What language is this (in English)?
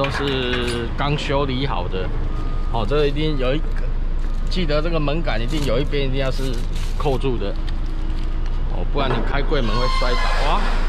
Chinese